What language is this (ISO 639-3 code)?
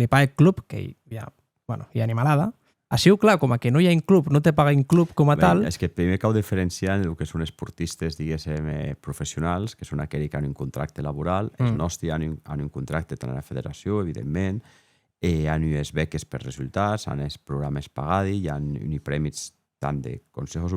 oci